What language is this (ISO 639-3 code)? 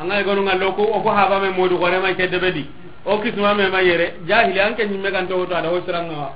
snk